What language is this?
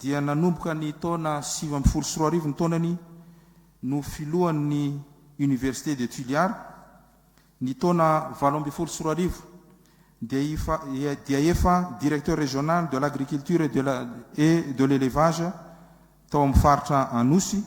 Malagasy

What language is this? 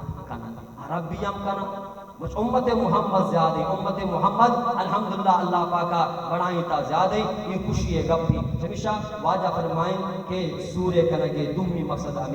Baluchi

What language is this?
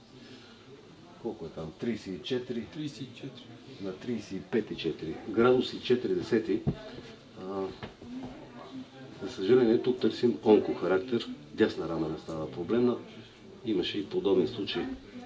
Bulgarian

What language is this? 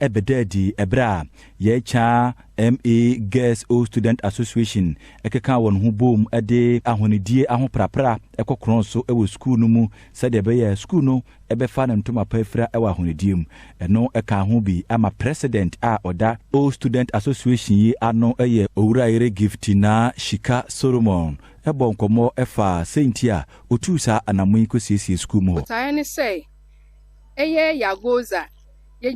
Akan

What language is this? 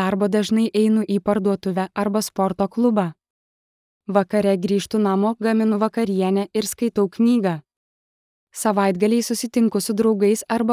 Lithuanian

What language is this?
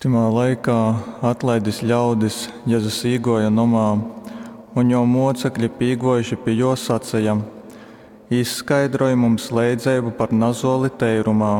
Latgalian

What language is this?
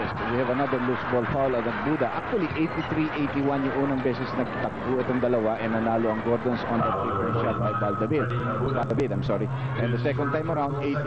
Filipino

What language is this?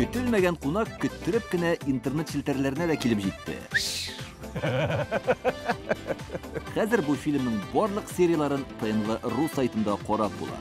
Tatar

